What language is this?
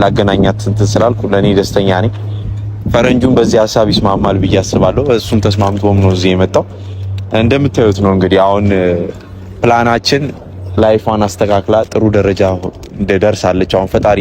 Amharic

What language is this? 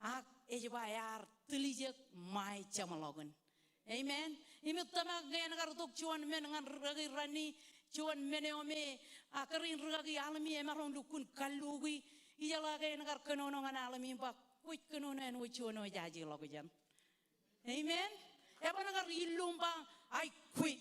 Marshallese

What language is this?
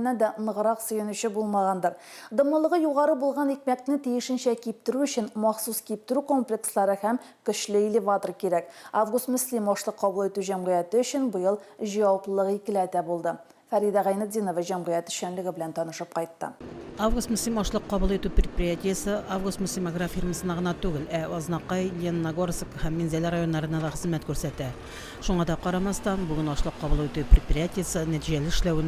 Tatar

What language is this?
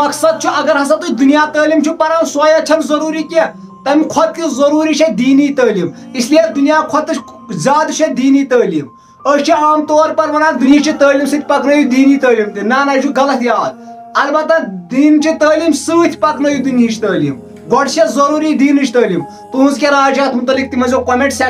Kashmiri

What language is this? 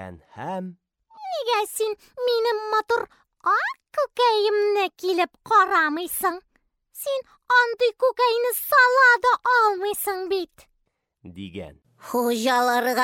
Tatar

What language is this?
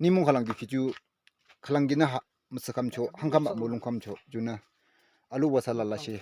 Yimchungru Naga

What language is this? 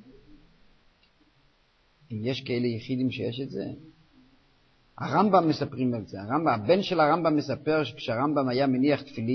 Hebrew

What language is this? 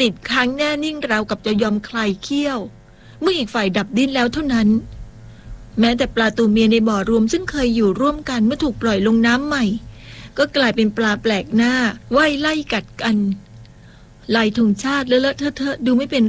Thai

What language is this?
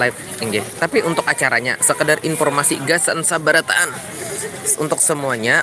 Banjar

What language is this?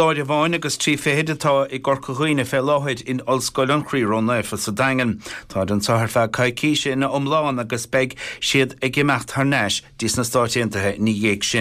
Irish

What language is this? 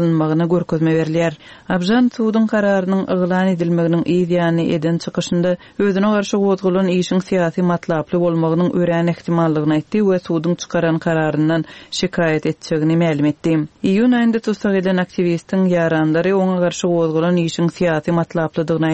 Turkmen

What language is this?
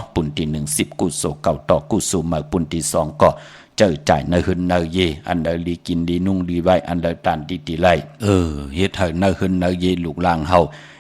Shan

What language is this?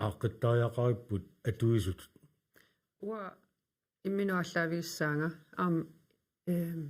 Kalaallisut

